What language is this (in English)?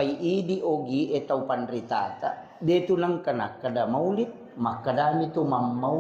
Buginese